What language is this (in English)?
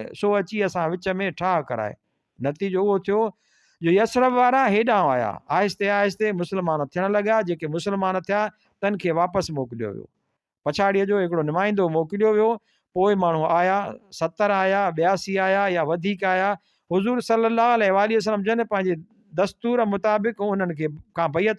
Sindhi